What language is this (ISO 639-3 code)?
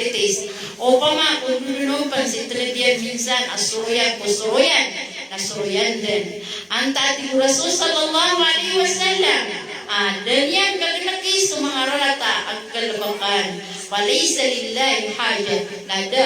mrw